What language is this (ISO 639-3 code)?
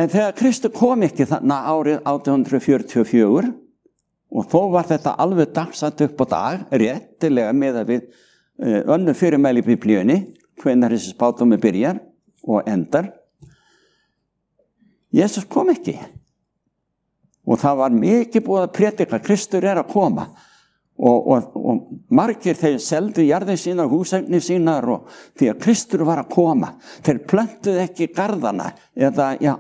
isl